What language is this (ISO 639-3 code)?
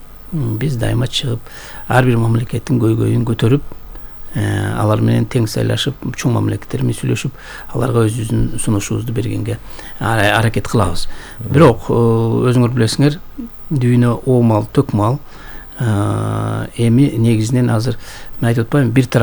kir